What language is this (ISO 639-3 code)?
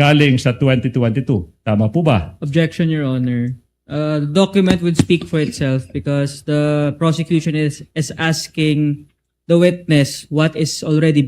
war